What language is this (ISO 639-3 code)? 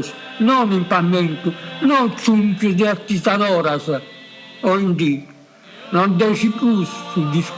srd